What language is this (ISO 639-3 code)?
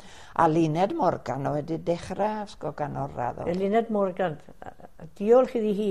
cym